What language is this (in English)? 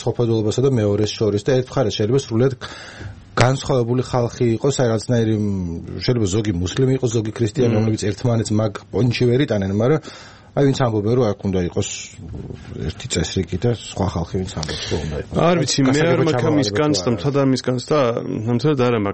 Georgian